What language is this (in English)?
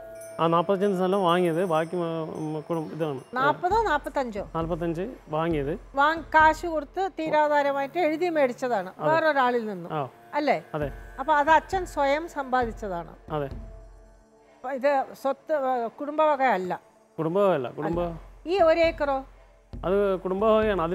Malayalam